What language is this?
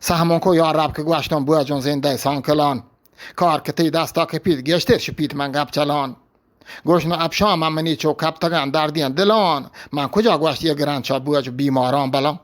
Eastern Balochi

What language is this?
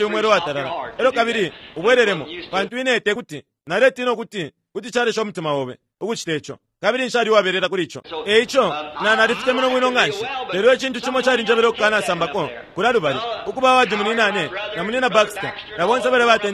Bemba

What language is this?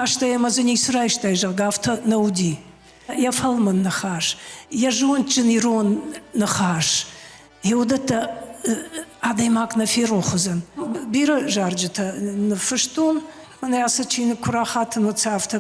Ossetic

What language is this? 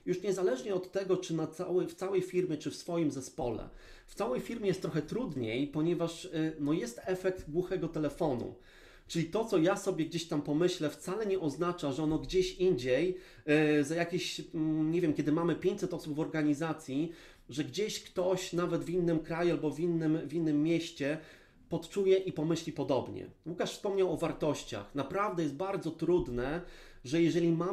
Polish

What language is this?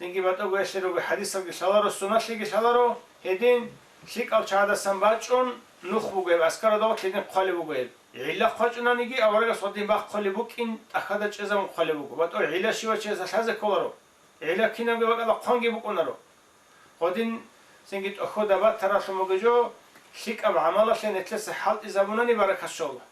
Avaric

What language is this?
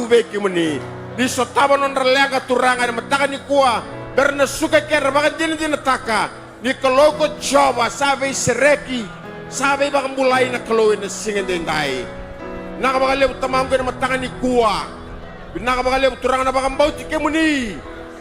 Fijian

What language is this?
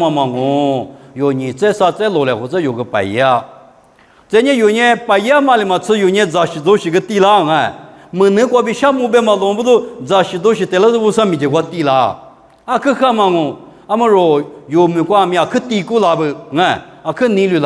Lisu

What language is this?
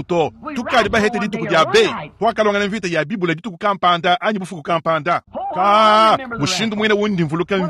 Luba-Lulua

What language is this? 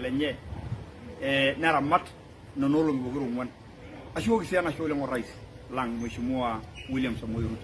Masai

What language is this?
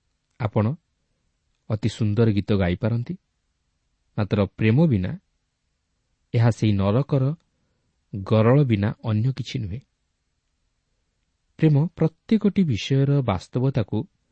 Odia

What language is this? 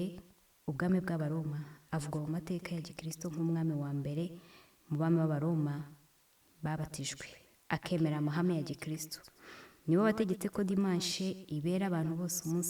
Kinyarwanda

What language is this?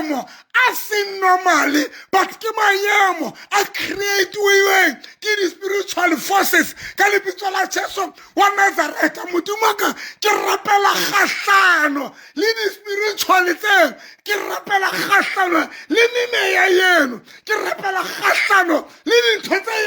Southern Sotho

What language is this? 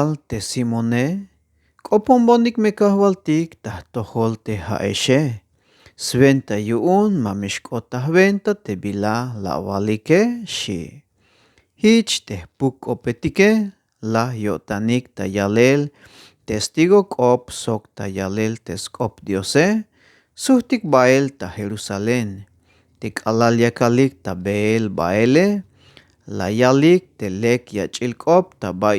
Tzeltal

